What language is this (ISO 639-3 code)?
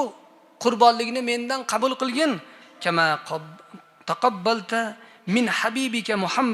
uzb